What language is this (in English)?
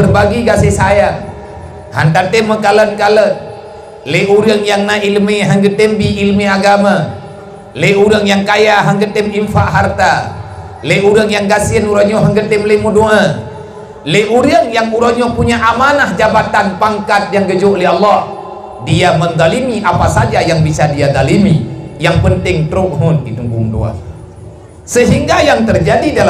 Achinese